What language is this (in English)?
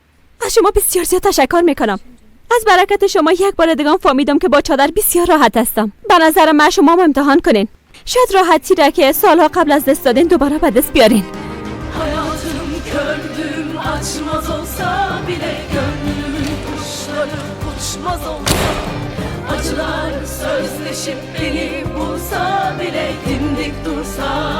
Persian